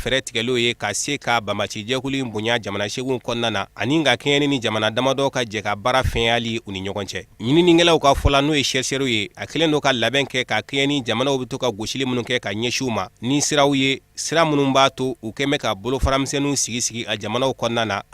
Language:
Bambara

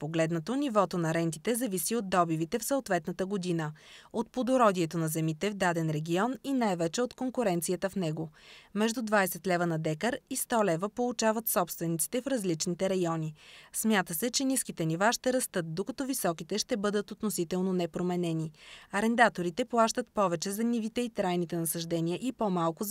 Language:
Bulgarian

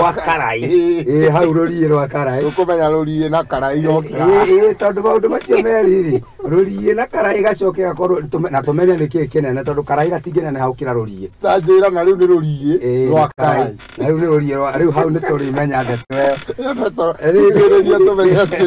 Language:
Kikuyu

